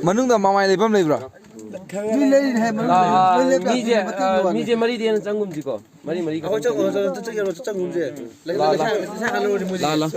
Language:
Manipuri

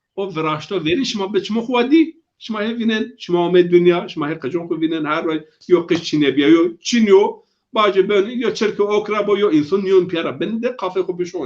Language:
Zaza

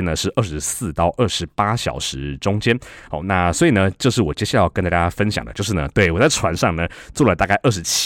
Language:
Chinese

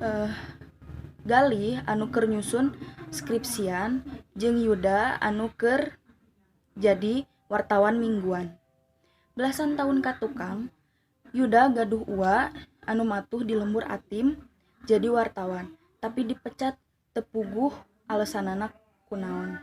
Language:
Sundanese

